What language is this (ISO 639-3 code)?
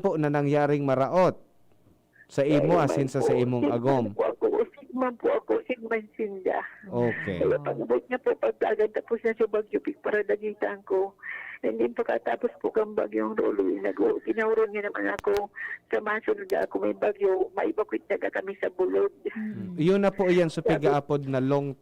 bik